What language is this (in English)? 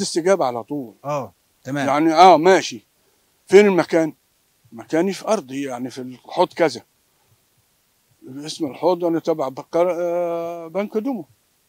Egyptian Arabic